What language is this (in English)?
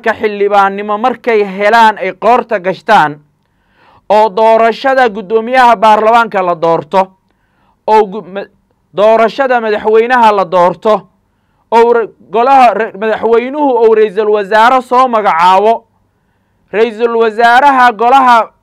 Somali